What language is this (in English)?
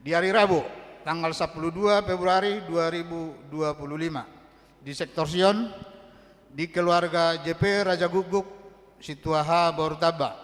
Batak Toba